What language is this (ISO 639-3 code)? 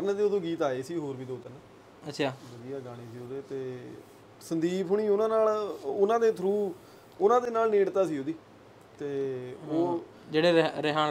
pan